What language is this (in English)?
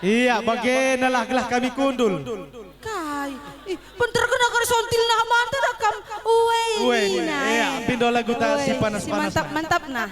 Batak Karo